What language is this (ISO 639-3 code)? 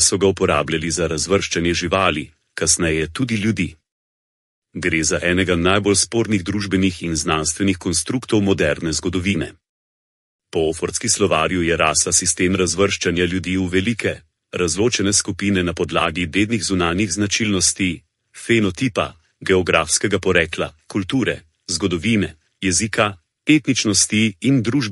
slv